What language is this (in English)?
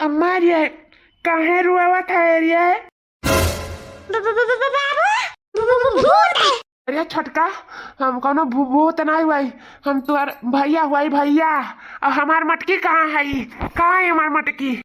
Awadhi